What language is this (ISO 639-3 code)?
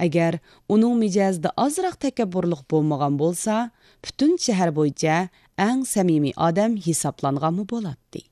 uig